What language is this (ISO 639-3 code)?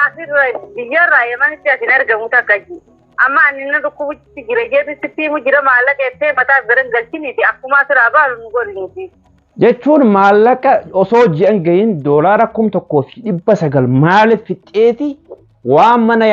orm